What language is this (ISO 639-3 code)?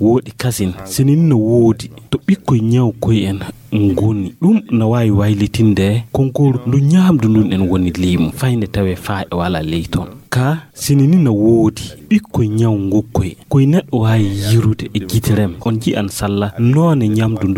ful